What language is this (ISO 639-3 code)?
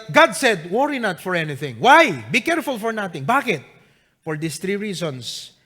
ilo